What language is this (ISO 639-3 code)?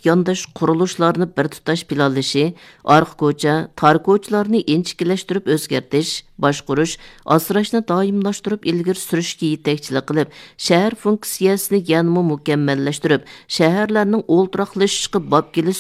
uig